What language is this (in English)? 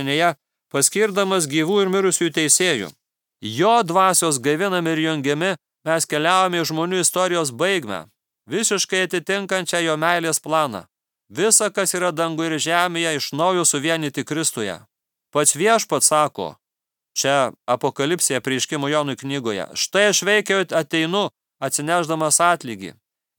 Lithuanian